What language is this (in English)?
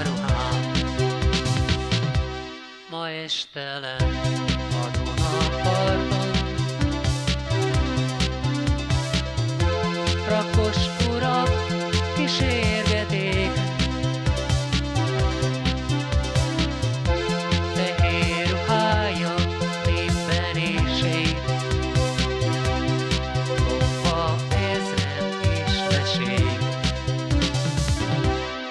Hungarian